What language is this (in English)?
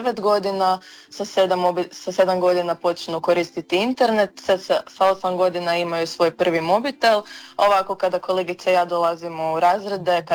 Croatian